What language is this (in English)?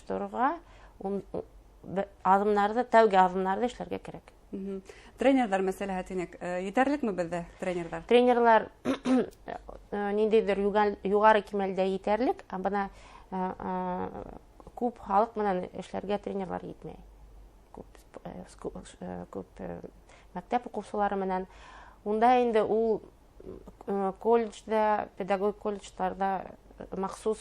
Bashkir